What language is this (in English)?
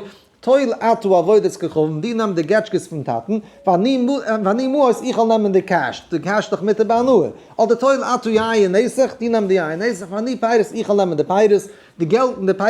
Yiddish